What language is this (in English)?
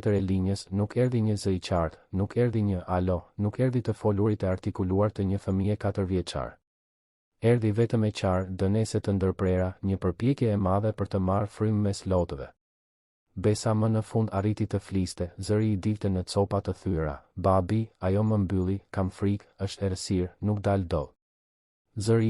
Albanian